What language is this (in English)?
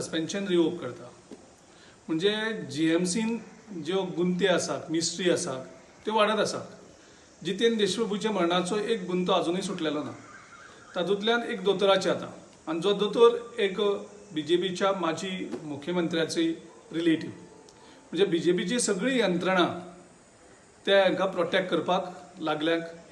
Konkani